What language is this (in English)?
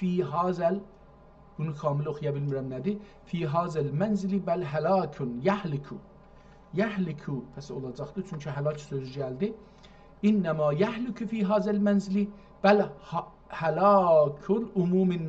South Azerbaijani